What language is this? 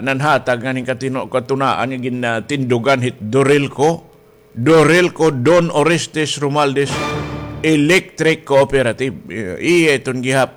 Waray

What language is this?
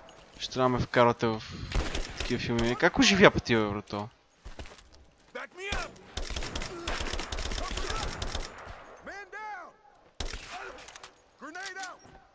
Bulgarian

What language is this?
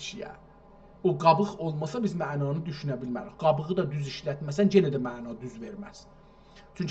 South Azerbaijani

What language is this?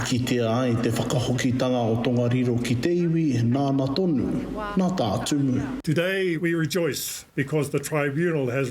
Māori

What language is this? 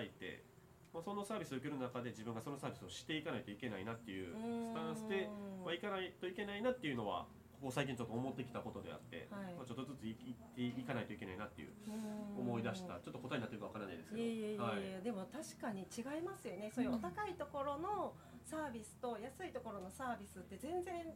Japanese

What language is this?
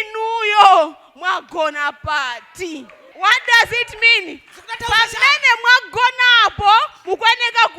Nyanja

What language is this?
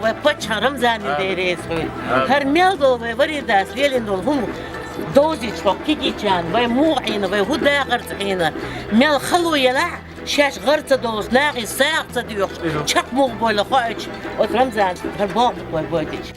Chechen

